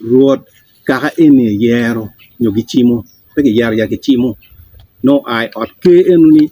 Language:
Acoli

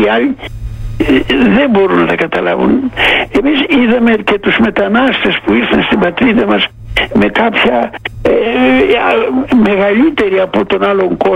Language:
Greek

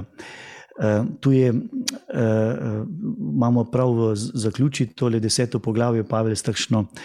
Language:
Slovenian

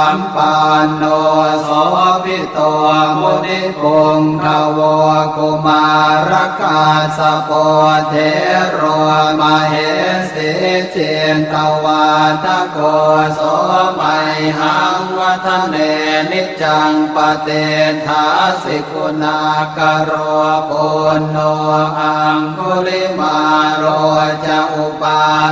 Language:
Pali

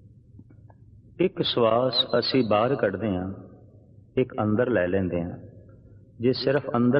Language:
Punjabi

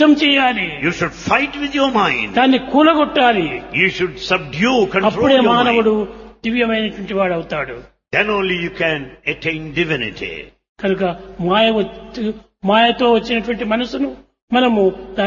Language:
Telugu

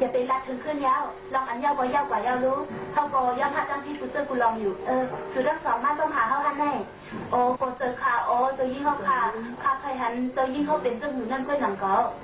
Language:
Shan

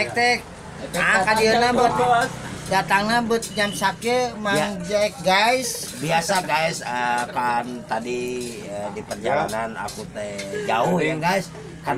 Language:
Sundanese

